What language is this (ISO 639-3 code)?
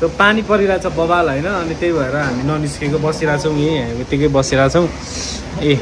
nep